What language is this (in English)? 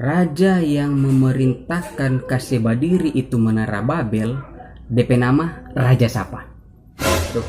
Manado Malay